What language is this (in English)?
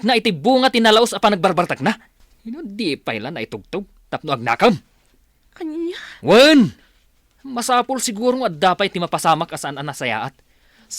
Iloko